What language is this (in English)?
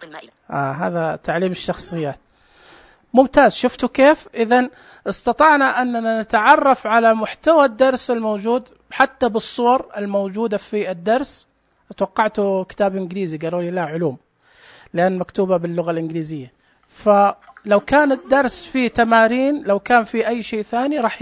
Najdi Arabic